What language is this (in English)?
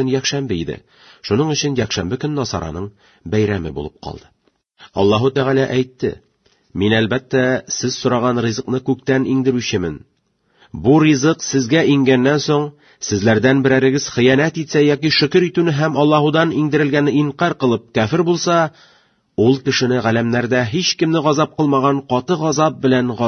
Tatar